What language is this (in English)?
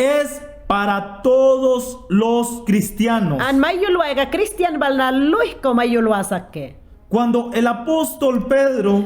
Mayangna